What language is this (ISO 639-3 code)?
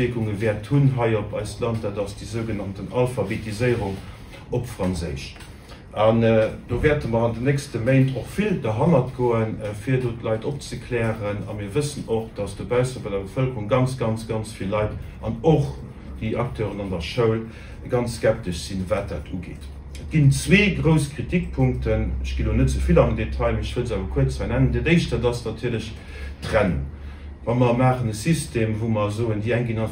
ltz